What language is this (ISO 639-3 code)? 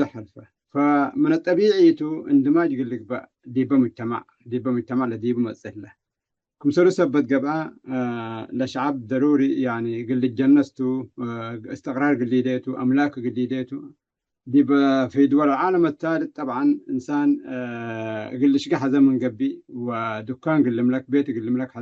tig